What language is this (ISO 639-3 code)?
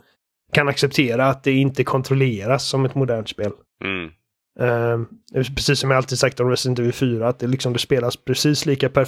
swe